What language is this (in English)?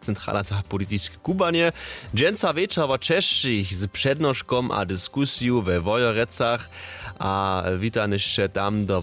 Upper Sorbian